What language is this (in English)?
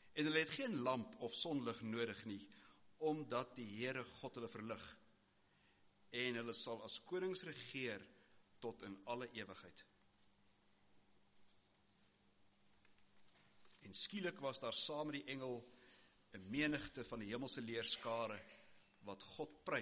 Afrikaans